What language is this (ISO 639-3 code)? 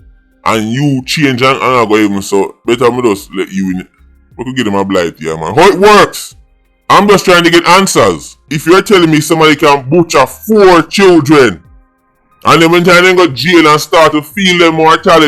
jam